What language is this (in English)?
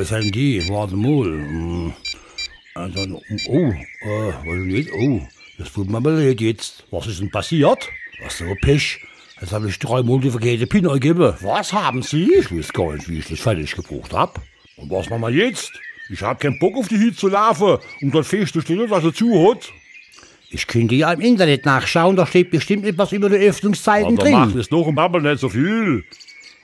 Palatine German